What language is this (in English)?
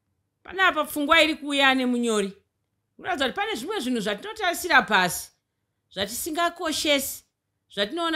Shona